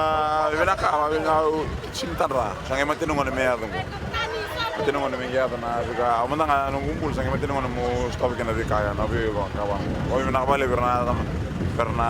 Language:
Fijian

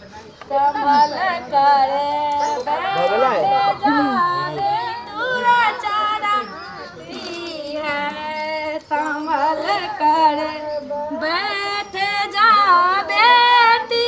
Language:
Maithili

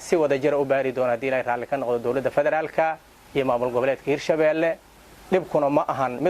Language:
Somali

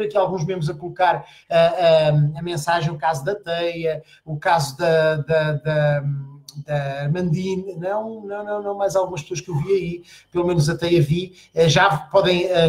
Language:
Portuguese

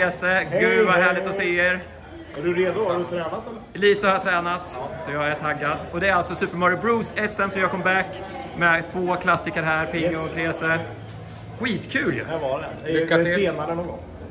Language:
Swedish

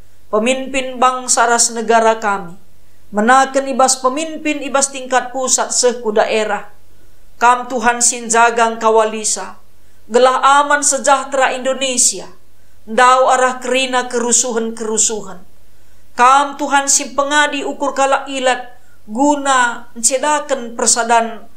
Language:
Batak Karo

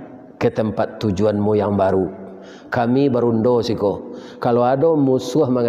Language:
Minangkabau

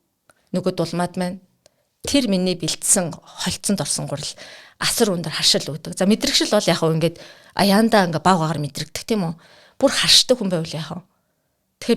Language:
Mongolian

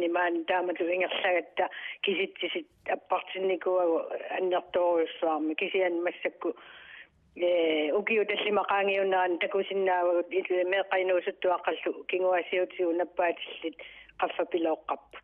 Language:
Kalaallisut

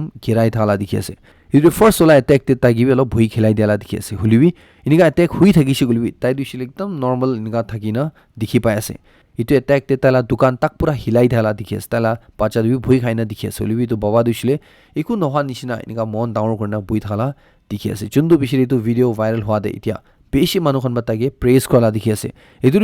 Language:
Naga Pidgin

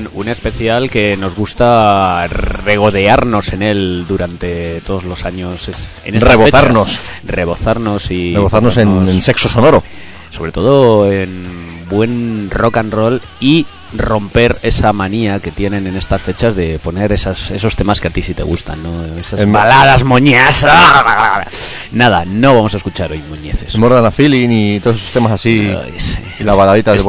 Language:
Spanish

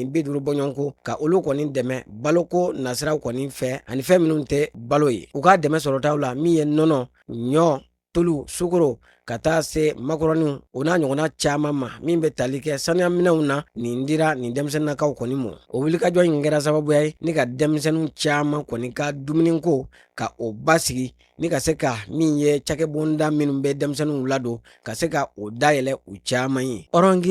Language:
Bambara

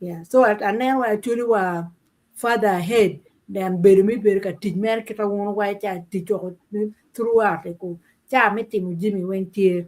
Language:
Acoli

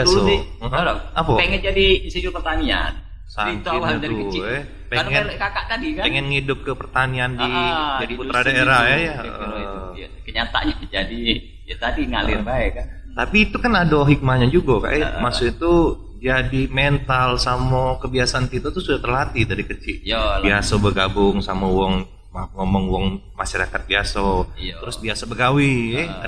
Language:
Musi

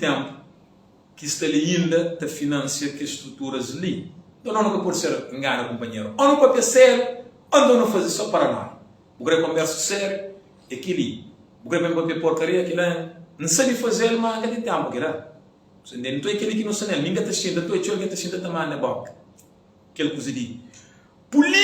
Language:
Kabuverdianu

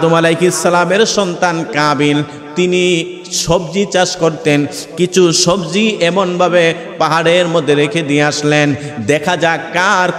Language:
Bangla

